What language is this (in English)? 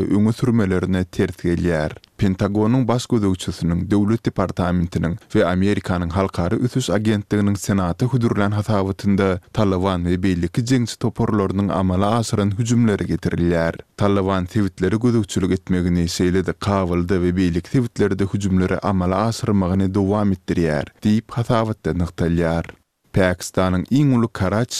Turkmen